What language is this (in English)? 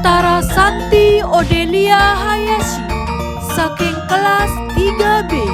Balinese